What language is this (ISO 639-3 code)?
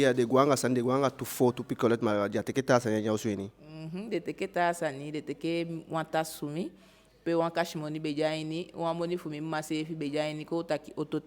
djk